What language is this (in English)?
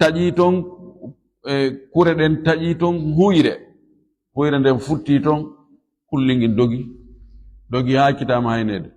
Fula